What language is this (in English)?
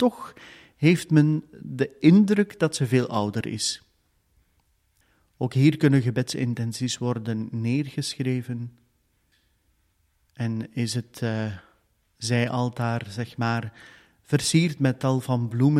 Dutch